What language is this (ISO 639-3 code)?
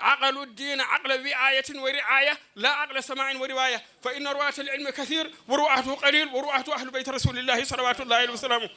ful